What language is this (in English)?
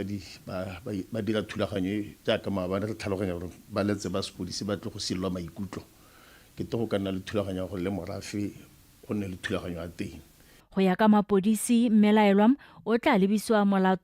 Tswana